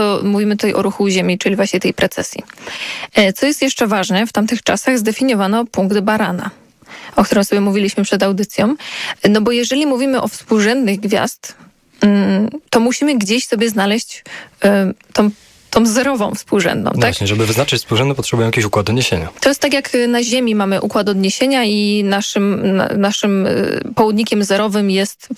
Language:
Polish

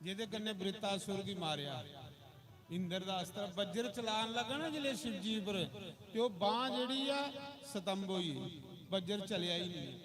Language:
Dogri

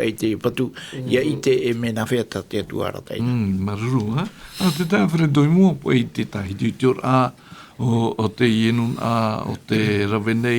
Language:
Tahitian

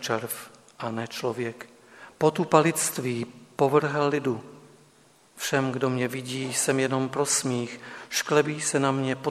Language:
Czech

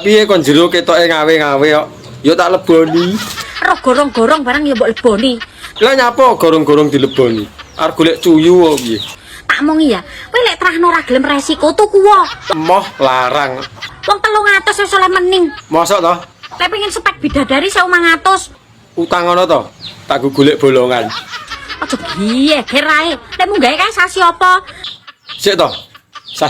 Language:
Javanese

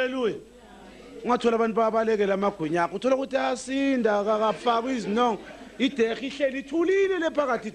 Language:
Zulu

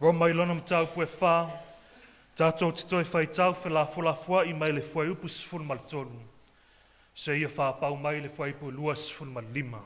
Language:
Samoan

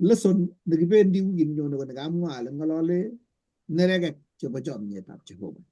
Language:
Kalenjin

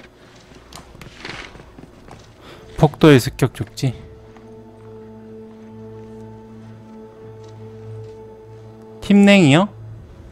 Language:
Korean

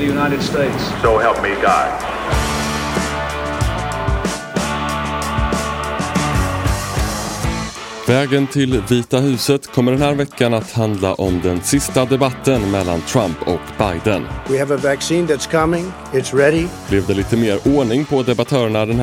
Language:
Swedish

